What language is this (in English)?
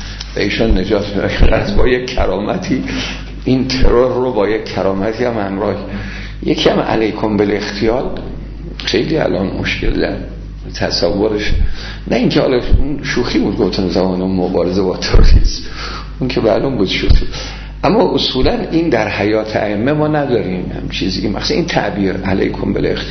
Persian